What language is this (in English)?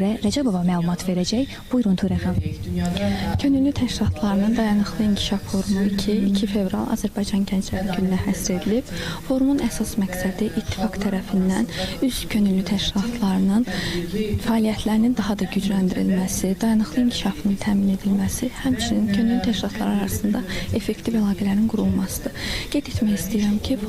Azerbaijani